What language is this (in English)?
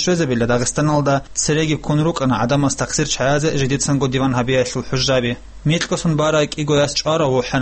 Avaric